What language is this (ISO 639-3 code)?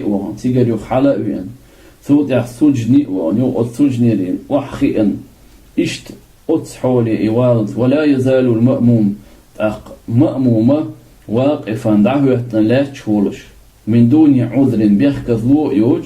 che